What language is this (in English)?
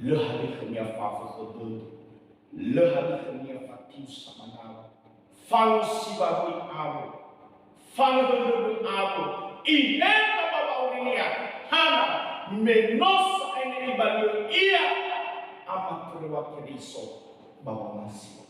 Nias